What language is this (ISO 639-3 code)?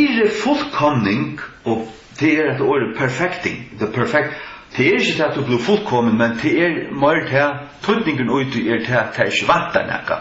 fao